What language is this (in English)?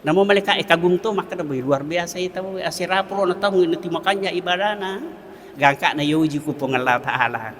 Buginese